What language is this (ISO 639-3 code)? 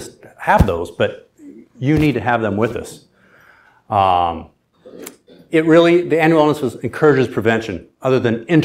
eng